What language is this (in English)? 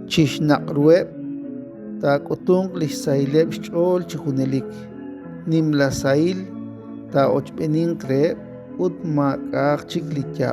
Kekchí